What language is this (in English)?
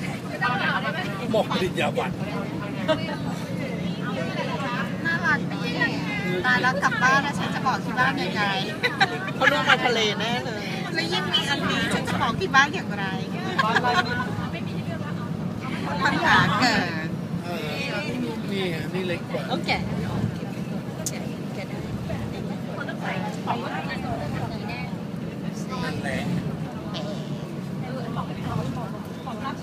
Thai